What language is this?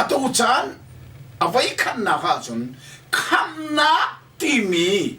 Hakha Chin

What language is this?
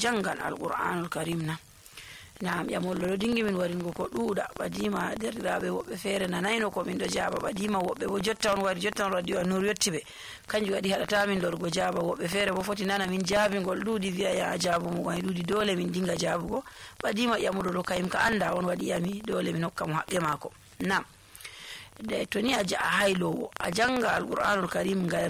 Nigerian Fulfulde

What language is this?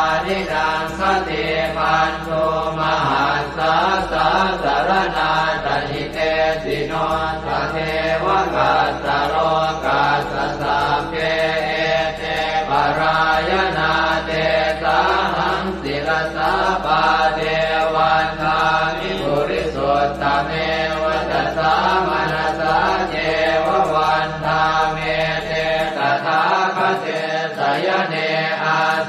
Pali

